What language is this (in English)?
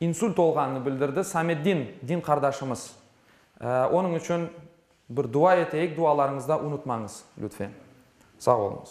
Crimean Tatar